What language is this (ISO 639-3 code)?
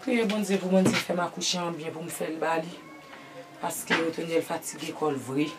hat